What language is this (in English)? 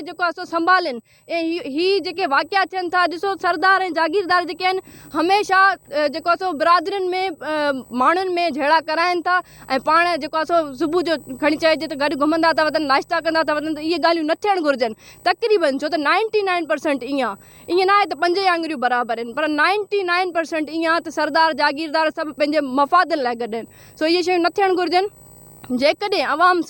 Sindhi